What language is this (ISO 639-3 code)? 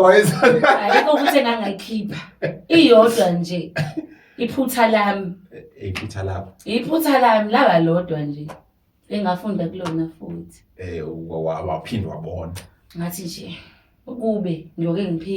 zul